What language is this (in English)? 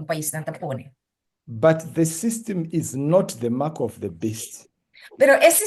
Papiamento